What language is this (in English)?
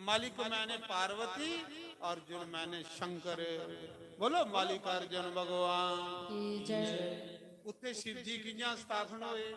Dogri